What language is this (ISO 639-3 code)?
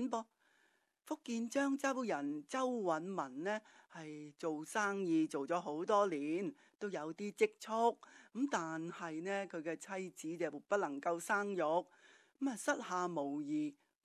yue